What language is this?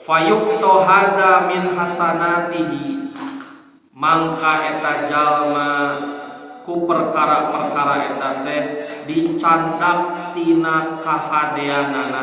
Sundanese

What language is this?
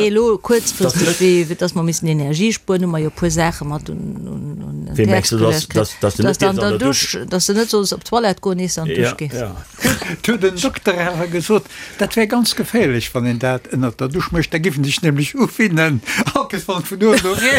Luxembourgish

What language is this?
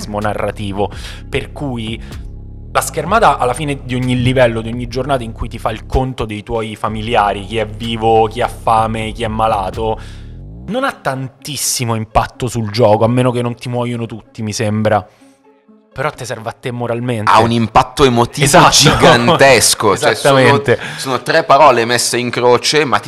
Italian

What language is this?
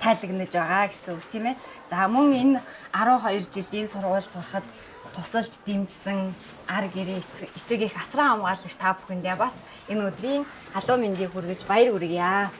Mongolian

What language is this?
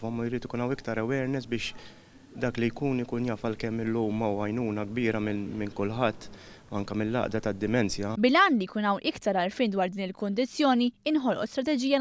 Maltese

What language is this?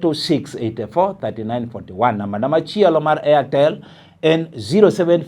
Luo (Kenya and Tanzania)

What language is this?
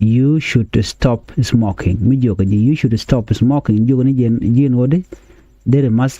Nuer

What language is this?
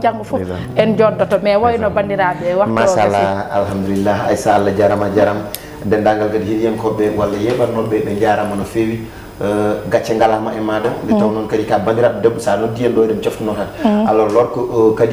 Fula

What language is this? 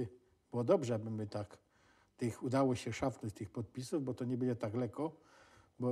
Silesian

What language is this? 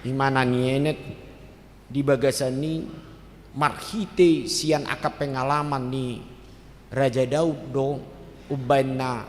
Batak Toba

